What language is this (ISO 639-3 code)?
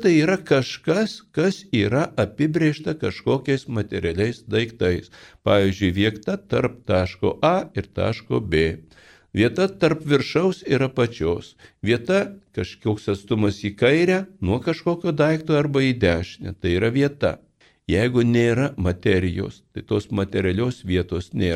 lit